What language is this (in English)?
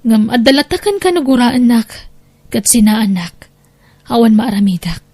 Iloko